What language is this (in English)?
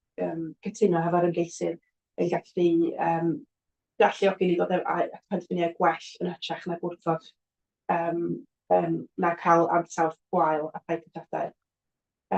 Welsh